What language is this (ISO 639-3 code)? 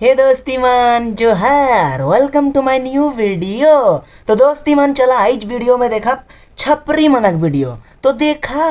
sck